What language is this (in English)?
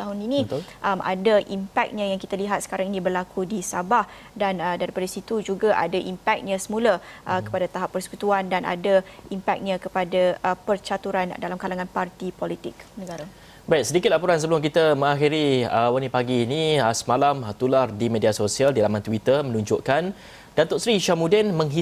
Malay